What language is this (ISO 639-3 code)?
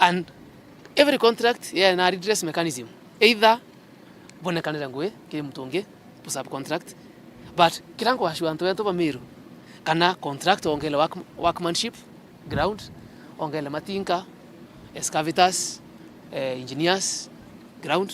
mer